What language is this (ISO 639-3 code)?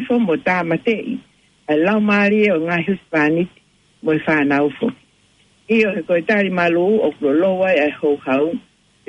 ton